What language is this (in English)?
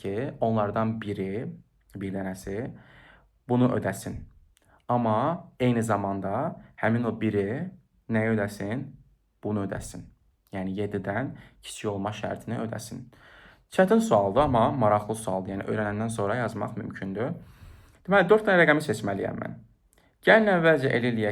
Azerbaijani